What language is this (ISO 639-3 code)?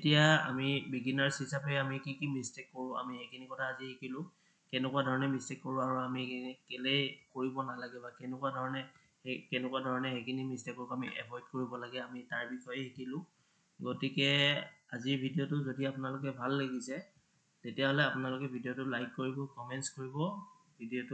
asm